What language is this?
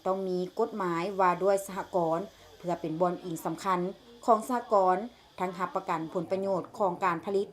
Lao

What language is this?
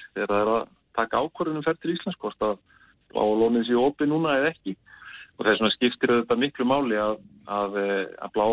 Icelandic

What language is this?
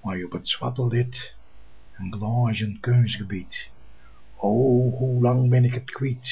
Western Frisian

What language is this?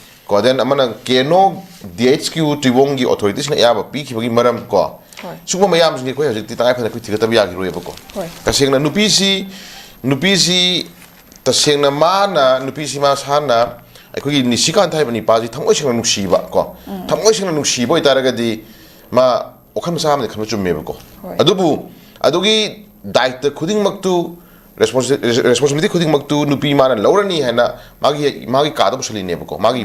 Manipuri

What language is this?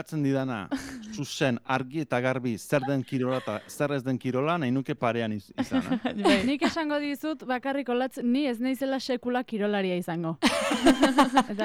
Basque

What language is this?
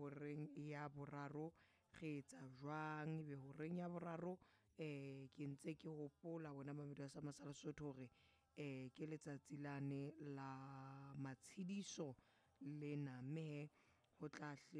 Southern Sotho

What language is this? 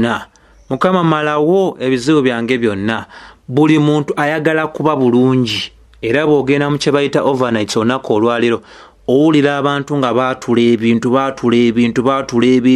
Ganda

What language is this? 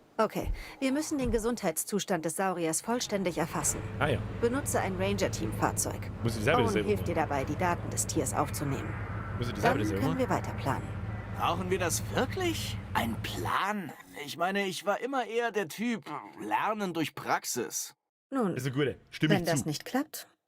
Bavarian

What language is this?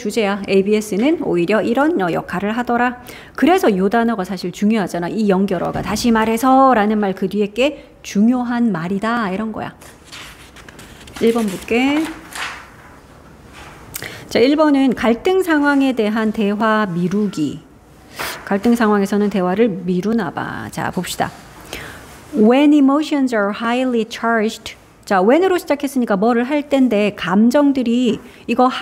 Korean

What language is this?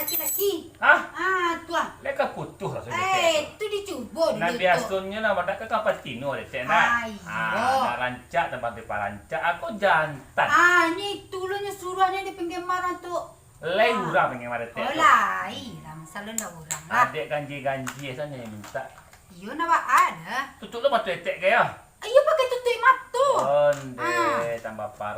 Minangkabau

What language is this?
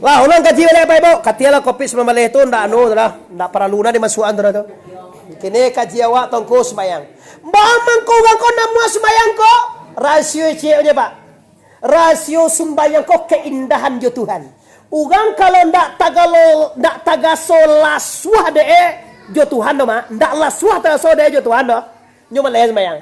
Minangkabau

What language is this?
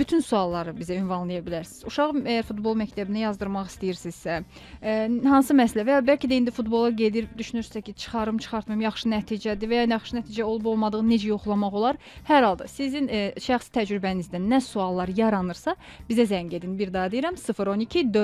Azerbaijani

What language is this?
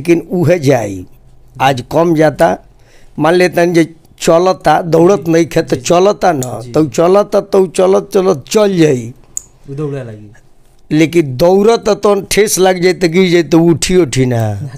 Bhojpuri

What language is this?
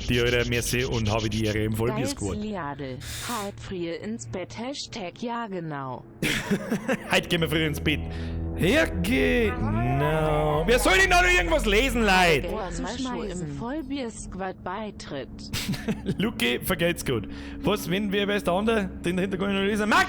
Bavarian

